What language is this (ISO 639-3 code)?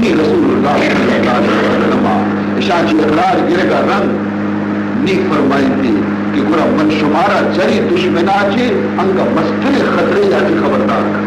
bal